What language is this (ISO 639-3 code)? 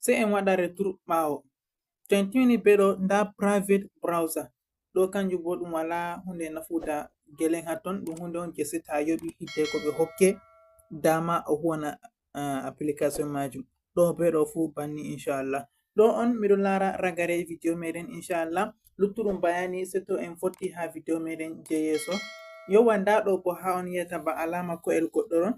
ful